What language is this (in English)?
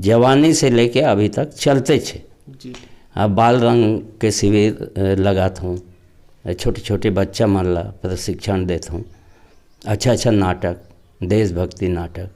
Chhattisgarhi